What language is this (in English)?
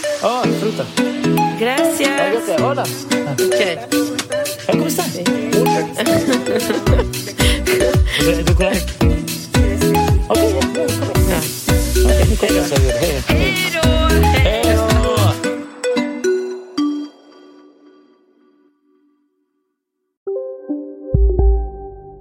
Swedish